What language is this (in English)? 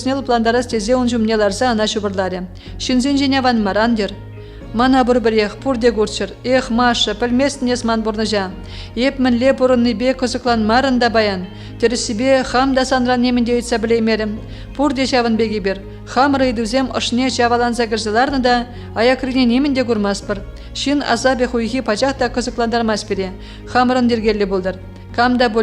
Chuvash